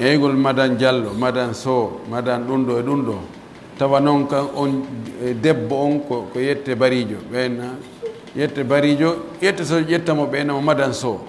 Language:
Pular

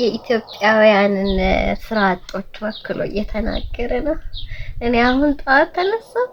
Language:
Amharic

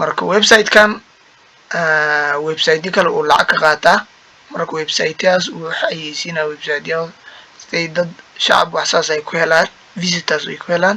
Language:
Somali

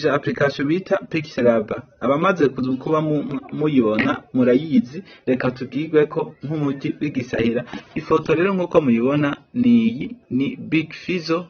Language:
Rundi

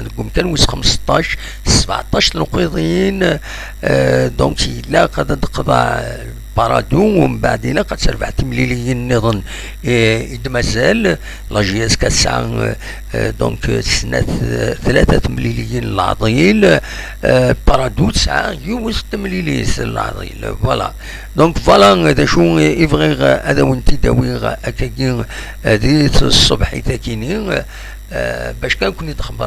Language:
Kabyle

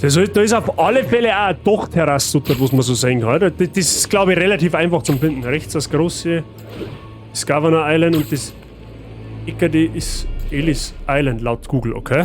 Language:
Bavarian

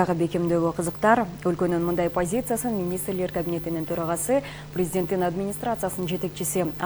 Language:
Kyrgyz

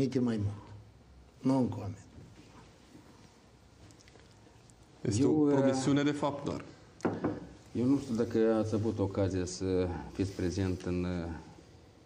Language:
Romanian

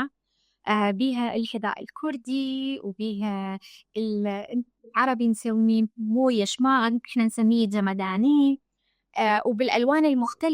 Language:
Mesopotamian Arabic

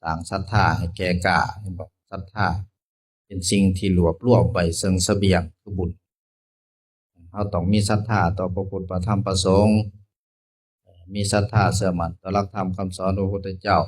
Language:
Lao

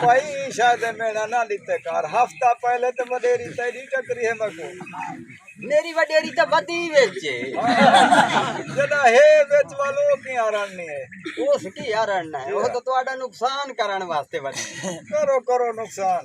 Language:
Saraiki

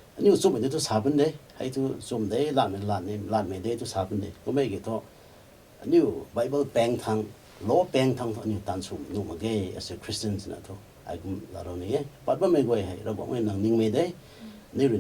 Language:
Rongmei Naga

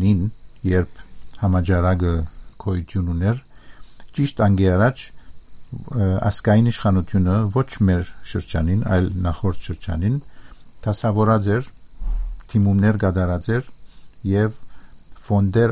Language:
Armenian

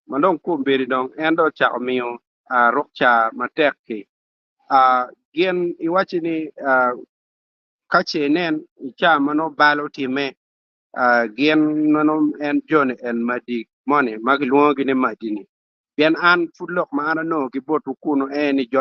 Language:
Acoli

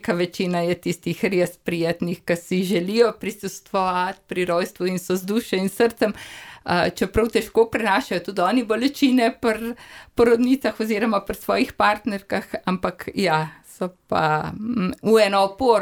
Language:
Slovenian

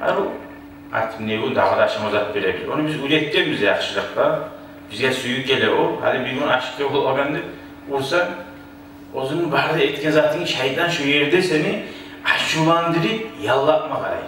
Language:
Kumyk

